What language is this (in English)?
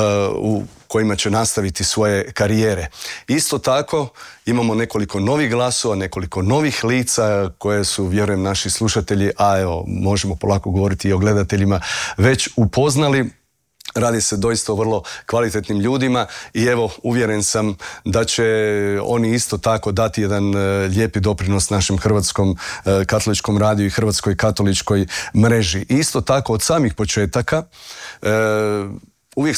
Croatian